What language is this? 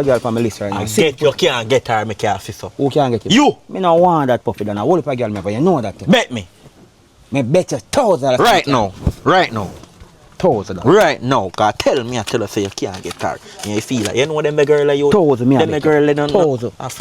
Jamaican Creole English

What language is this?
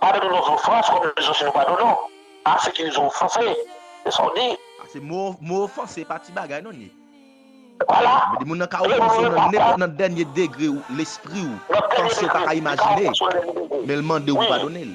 Haitian Creole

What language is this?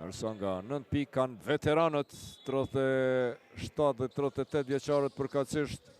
Albanian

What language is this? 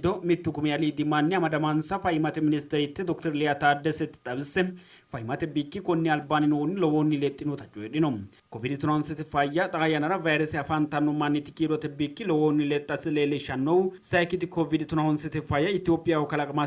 Sidamo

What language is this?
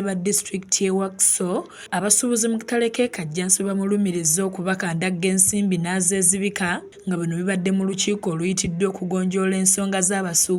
Ganda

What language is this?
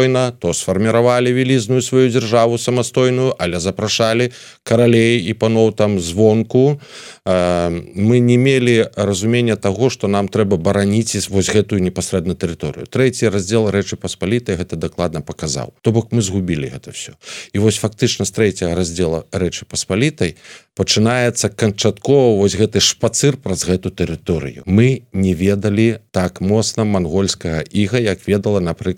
Belarusian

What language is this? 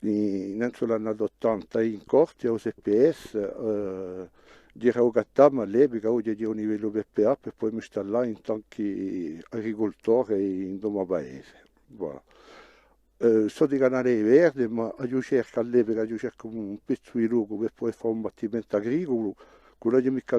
Corsican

